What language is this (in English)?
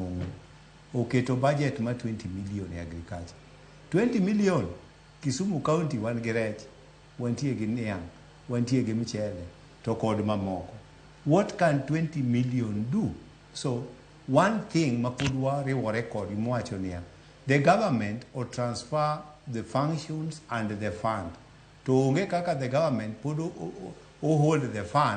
Luo (Kenya and Tanzania)